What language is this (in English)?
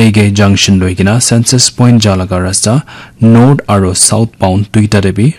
Naga Pidgin